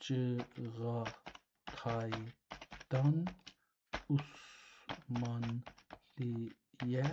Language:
South Azerbaijani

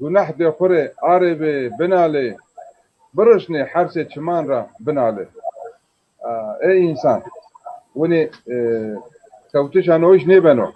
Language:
Zaza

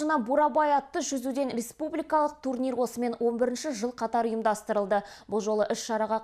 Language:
Kazakh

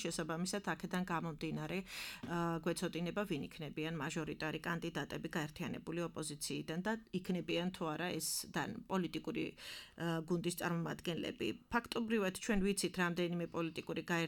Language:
Georgian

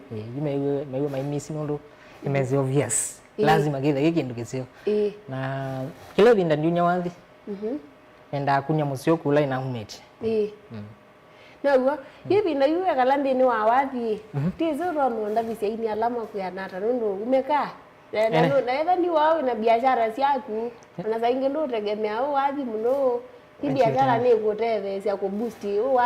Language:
Kamba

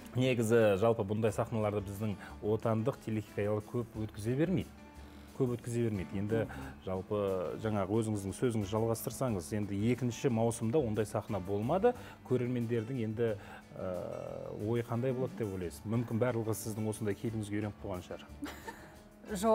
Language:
Kazakh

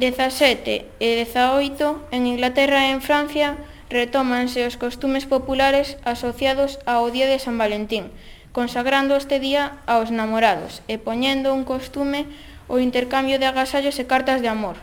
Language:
Galician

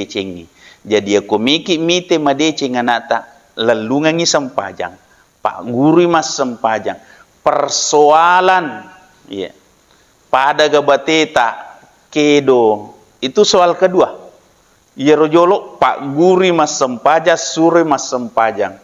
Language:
Buginese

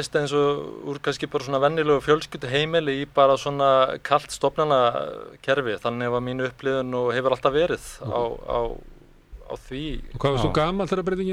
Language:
Icelandic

